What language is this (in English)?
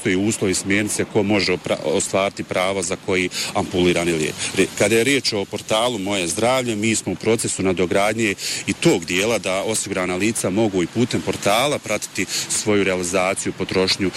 Bosnian